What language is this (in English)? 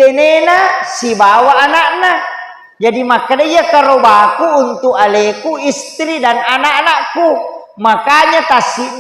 Buginese